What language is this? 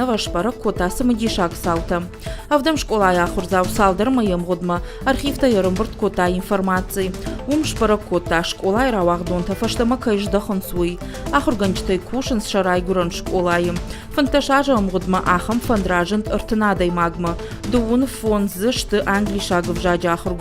Ossetic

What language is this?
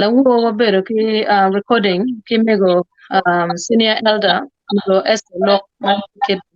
Acoli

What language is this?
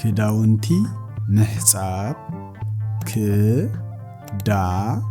Tigrinya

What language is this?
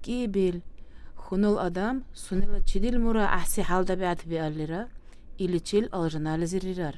Dargwa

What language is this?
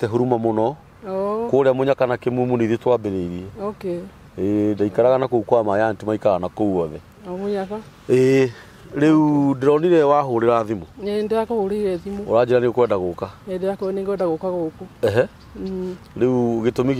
Kikuyu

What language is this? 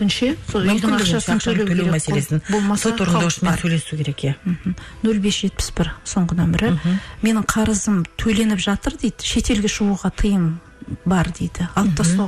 Kazakh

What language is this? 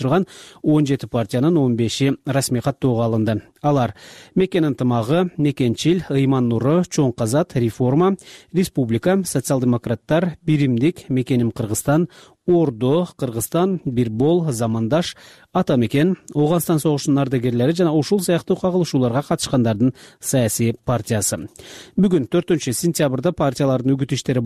Kyrgyz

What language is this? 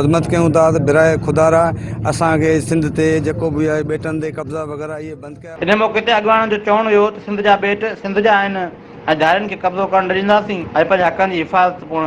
Sindhi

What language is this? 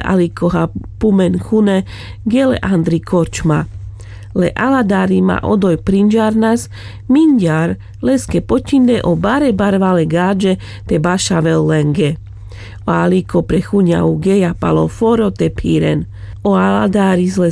Carpathian Romani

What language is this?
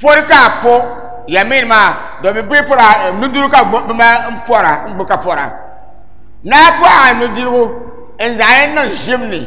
Dagbani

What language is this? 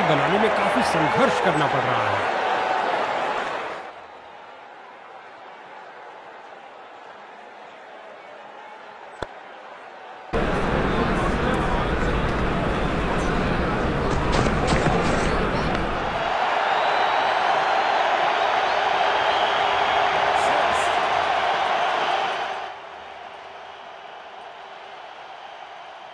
Hindi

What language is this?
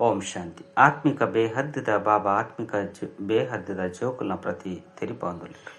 Tulu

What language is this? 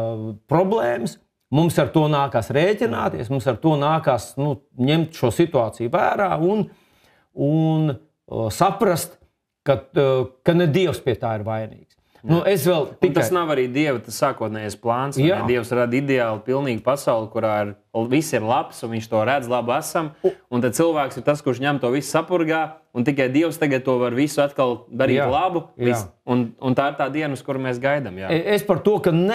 Latvian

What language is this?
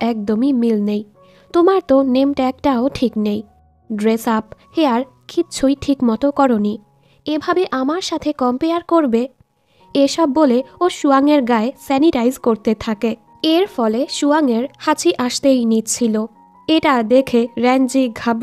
Bangla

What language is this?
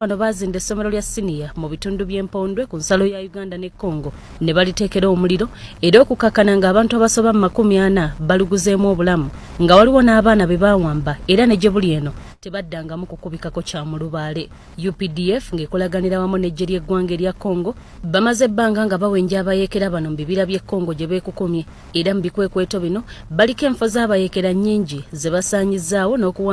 Ganda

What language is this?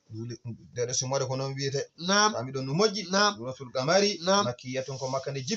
Fula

